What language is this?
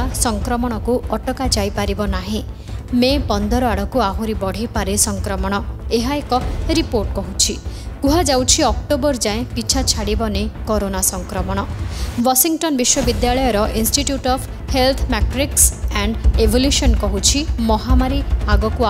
Odia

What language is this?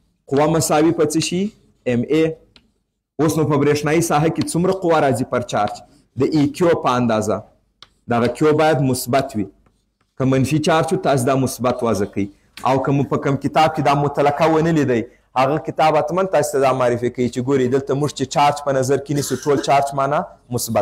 Pashto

